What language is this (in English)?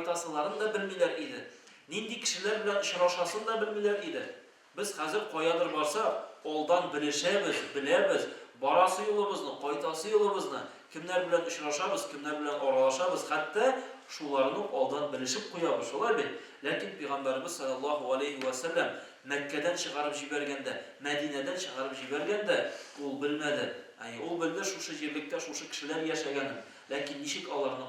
Tatar